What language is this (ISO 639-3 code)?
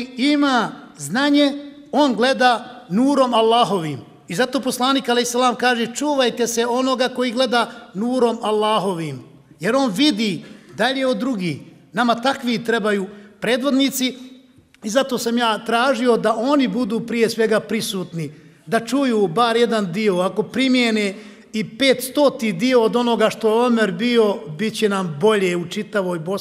bos